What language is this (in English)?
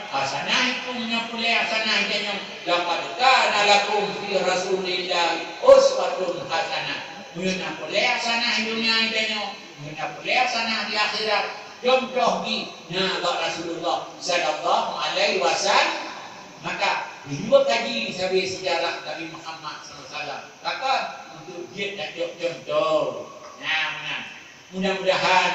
Achinese